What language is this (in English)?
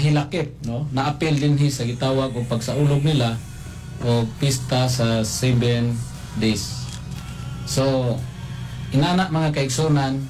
Cebuano